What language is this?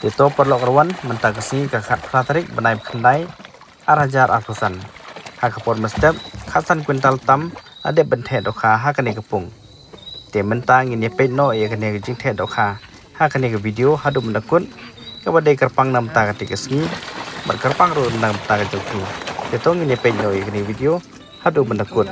Khasi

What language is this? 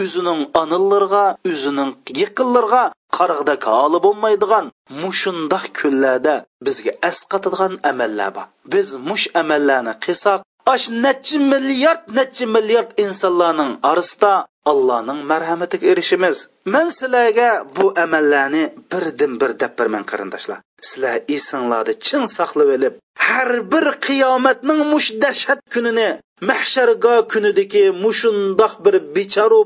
Uyghur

